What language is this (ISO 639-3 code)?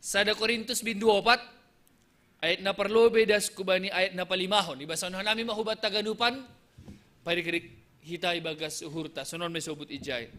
bts